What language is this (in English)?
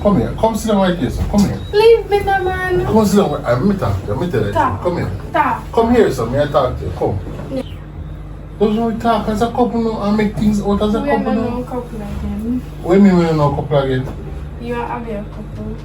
Jamaican Creole English